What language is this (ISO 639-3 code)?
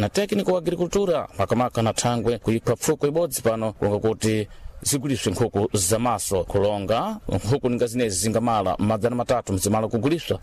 seh